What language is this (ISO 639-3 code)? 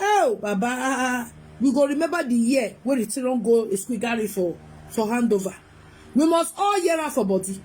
pcm